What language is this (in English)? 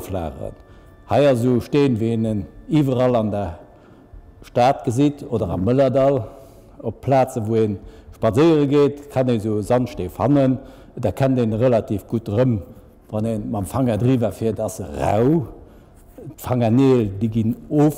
Luxembourgish